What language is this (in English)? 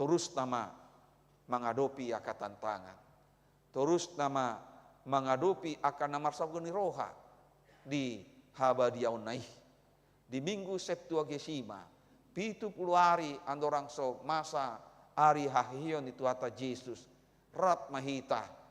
Batak Toba